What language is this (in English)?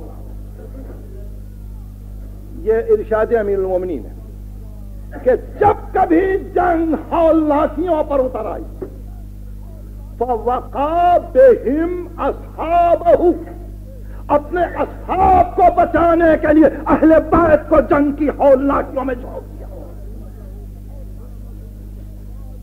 Urdu